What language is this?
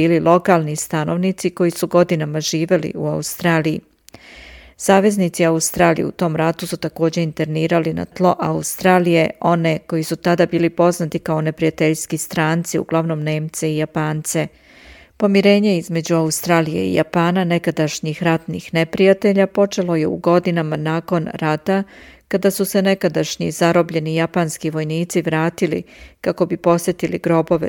Serbian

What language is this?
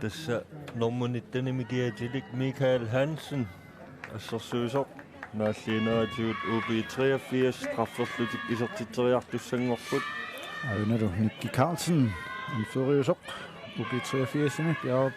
Kalaallisut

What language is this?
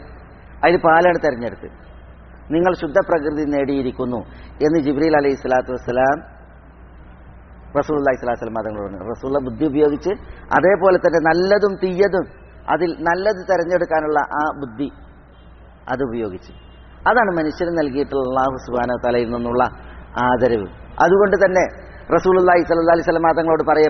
Malayalam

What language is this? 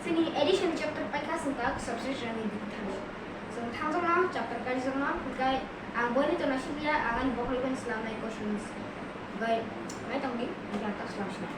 Kok Borok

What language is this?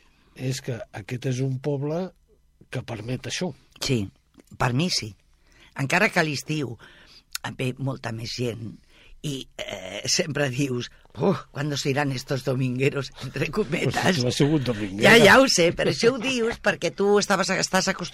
Catalan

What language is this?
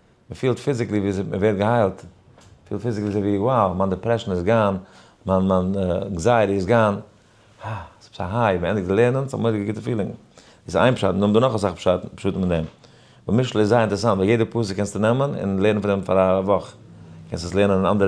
Yiddish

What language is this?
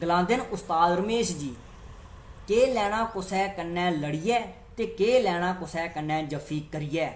Dogri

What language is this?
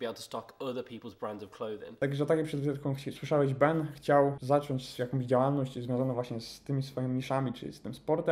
Polish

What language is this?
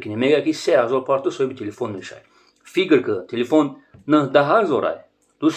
Tajik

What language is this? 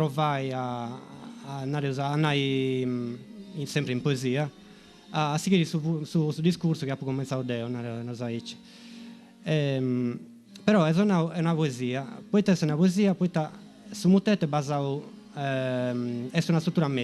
Sardinian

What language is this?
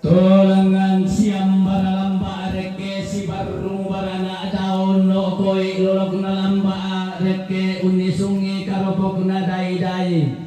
Toraja-Sa'dan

